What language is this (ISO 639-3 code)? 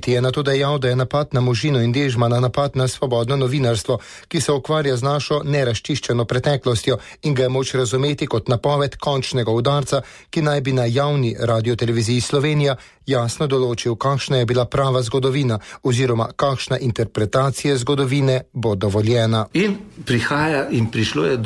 slv